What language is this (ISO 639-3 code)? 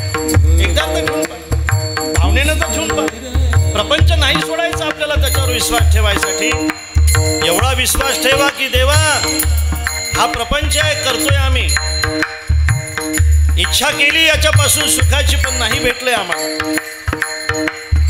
mar